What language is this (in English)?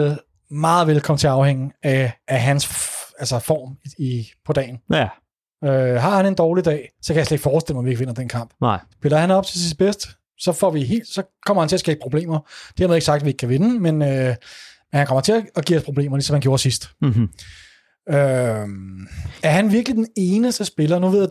Danish